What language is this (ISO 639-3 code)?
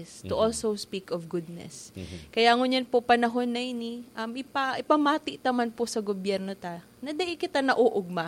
bik